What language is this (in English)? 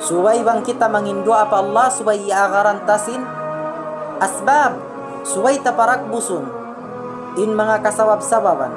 Tausug